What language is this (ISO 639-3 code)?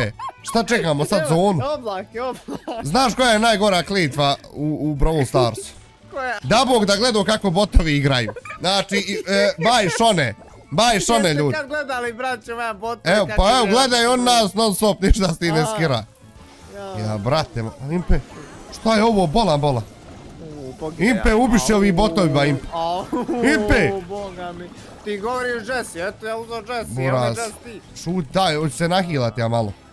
bos